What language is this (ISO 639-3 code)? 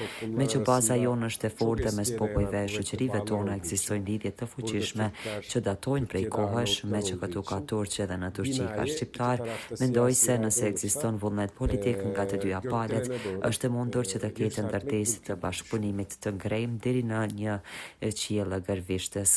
sqi